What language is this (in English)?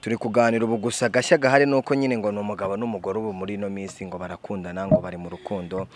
Kinyarwanda